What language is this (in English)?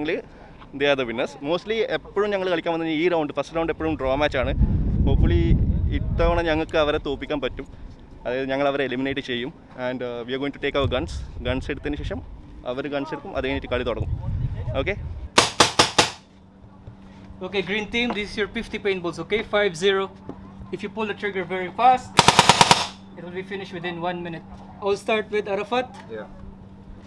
Malayalam